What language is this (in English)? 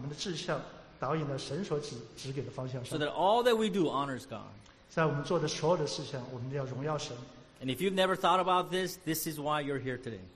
Chinese